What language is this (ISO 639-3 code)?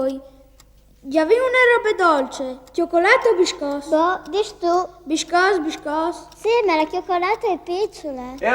fur